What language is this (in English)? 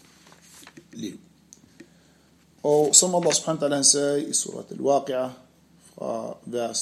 Danish